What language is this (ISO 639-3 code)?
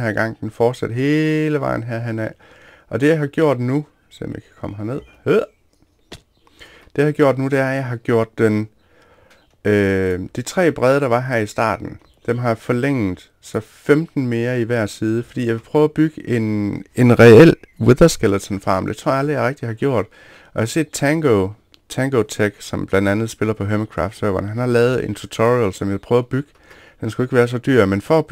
dan